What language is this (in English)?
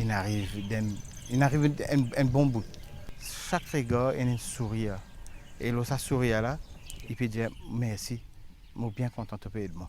Morisyen